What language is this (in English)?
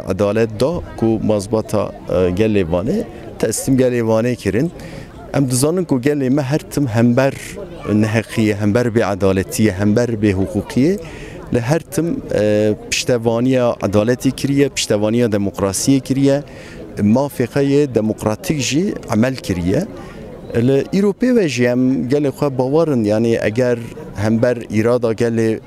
Kurdish